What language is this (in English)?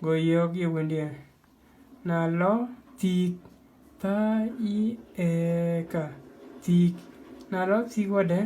Dinka